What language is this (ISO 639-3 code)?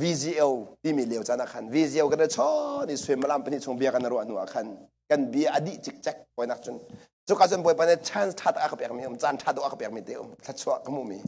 cnh